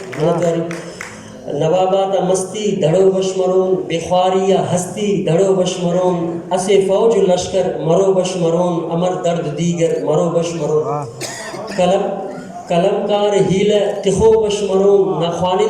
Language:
Brahui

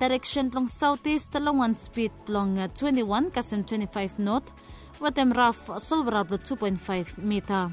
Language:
Bislama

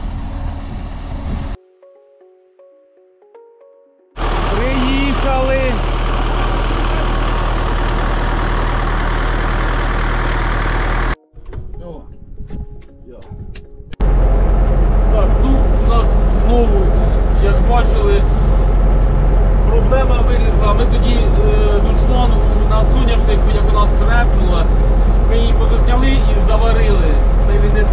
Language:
Ukrainian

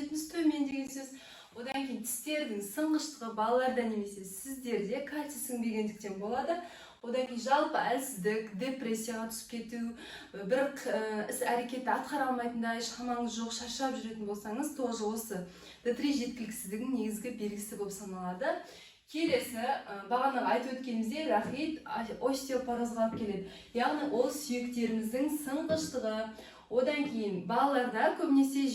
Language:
Kazakh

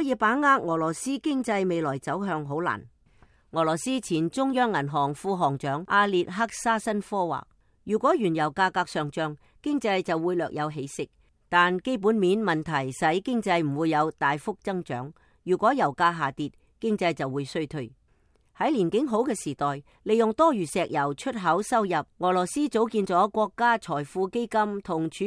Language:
Cantonese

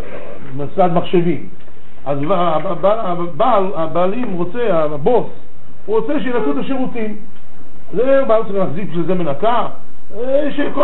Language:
Hebrew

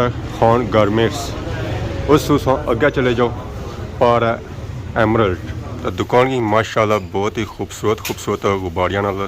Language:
Pahari-Potwari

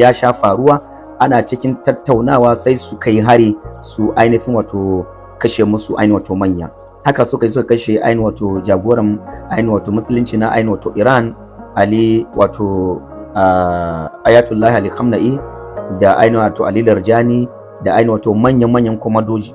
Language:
Hausa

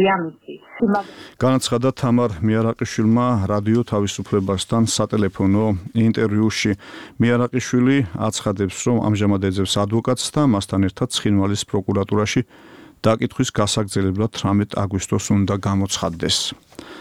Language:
Georgian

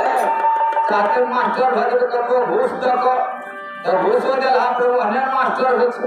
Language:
Maithili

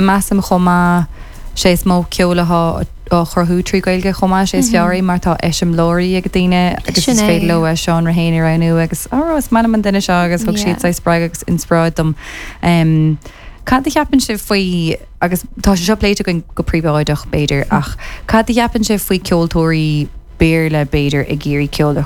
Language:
Irish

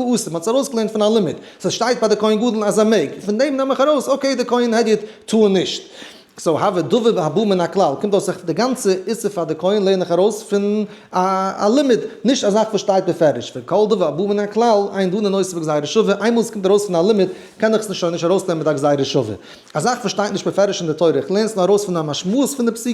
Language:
Yiddish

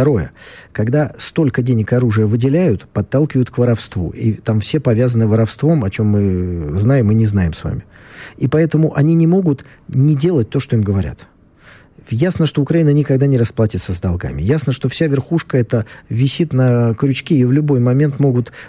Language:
Russian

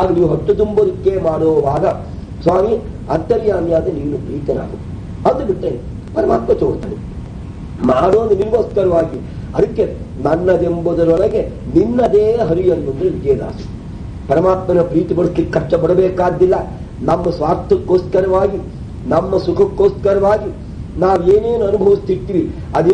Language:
Kannada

